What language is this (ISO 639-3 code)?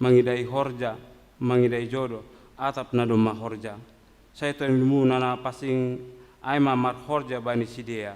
bts